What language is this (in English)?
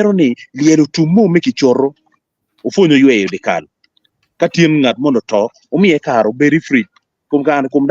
Acoli